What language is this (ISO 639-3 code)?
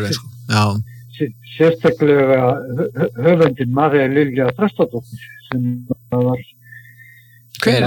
isl